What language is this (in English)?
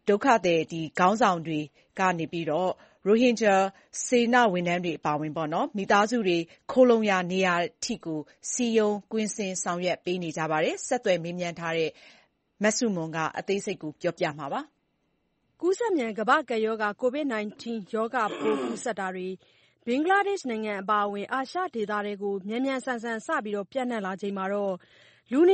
Burmese